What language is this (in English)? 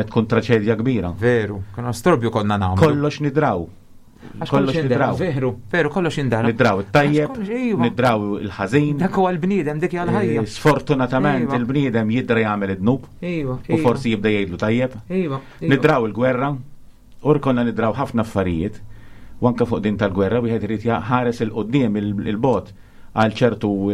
Maltese